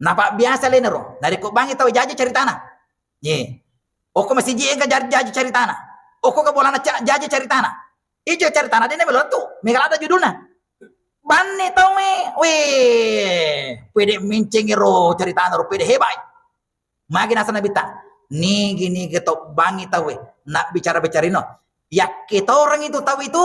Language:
Buginese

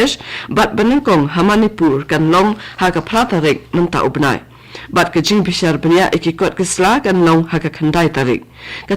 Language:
Khasi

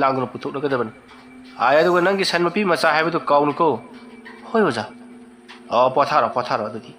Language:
Manipuri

